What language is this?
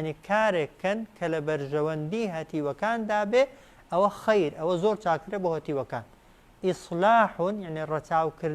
Central Kurdish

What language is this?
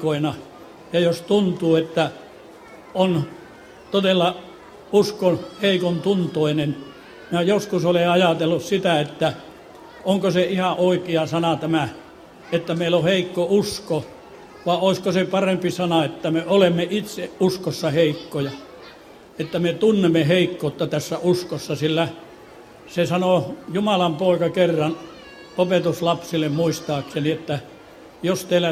Finnish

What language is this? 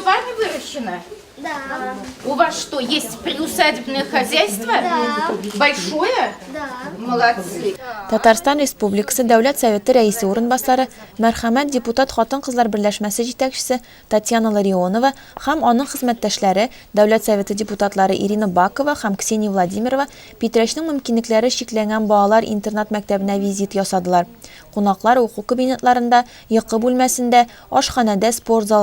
Tatar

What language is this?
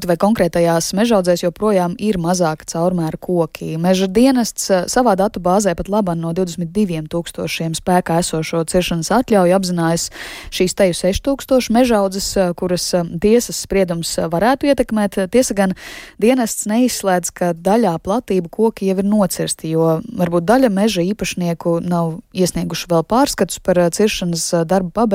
Latvian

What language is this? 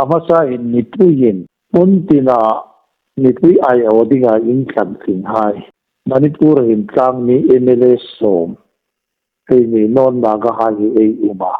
Hmar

